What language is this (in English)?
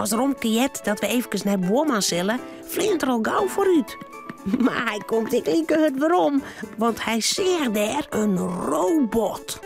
Western Frisian